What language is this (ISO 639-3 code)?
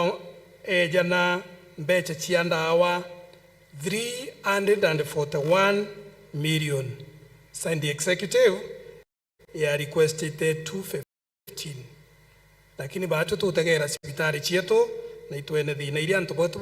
mer